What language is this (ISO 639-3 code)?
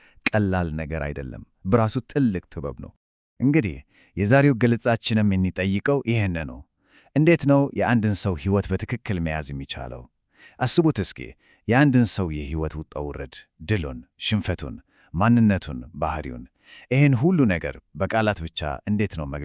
amh